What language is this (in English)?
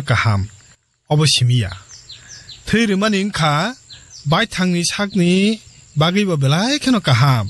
Kok Borok